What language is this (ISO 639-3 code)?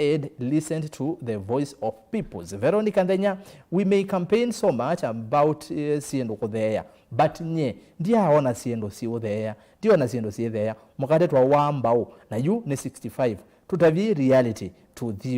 kam